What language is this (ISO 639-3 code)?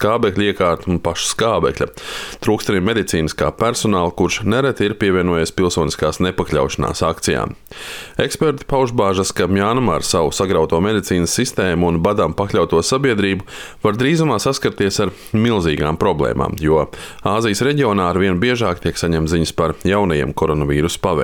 lav